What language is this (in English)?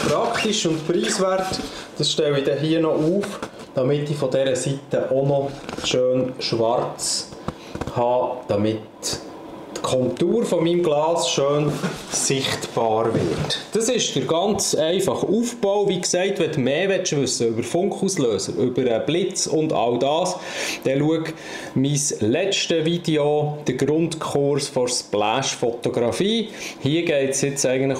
Swiss German